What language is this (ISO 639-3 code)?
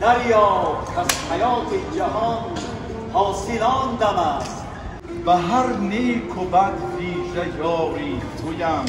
tgk